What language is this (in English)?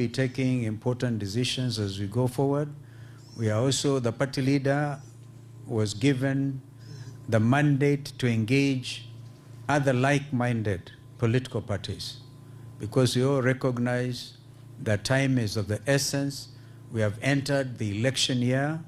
Gusii